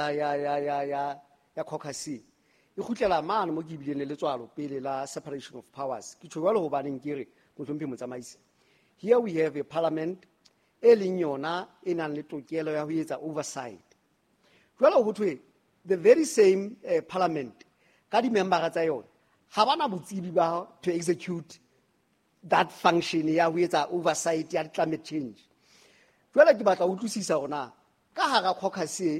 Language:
Southern Sotho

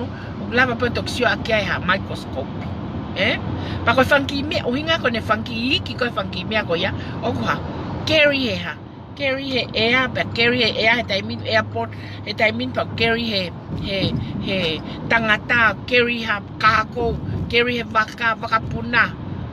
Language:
Tongan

